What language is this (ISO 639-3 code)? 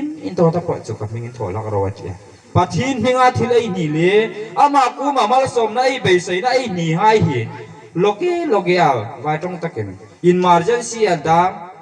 hmr